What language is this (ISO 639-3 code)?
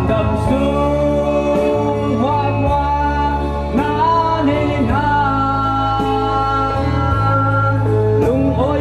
cfm